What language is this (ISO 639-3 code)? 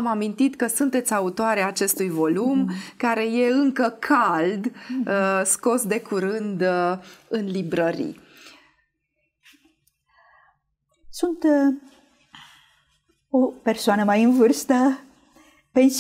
ron